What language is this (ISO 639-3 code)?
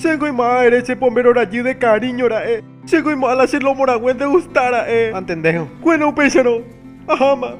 grn